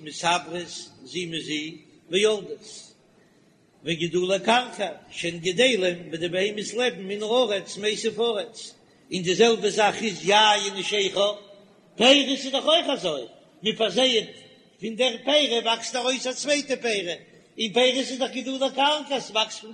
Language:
Yiddish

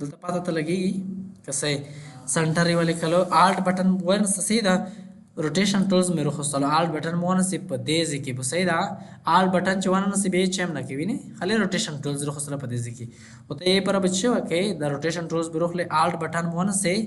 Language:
Pashto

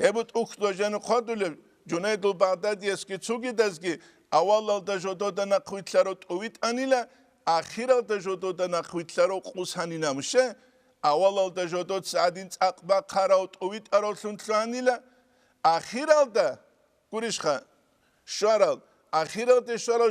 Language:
Avaric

